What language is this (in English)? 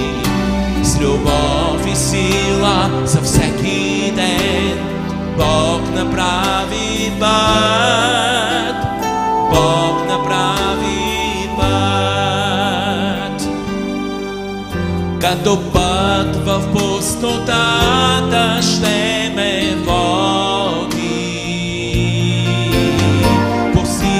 Bulgarian